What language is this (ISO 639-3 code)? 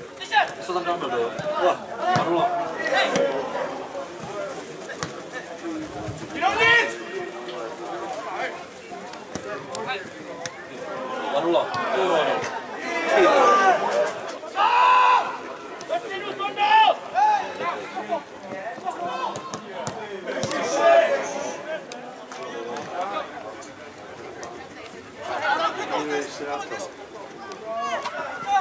ces